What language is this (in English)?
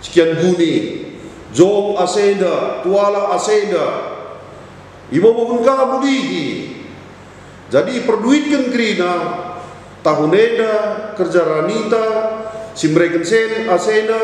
Batak Karo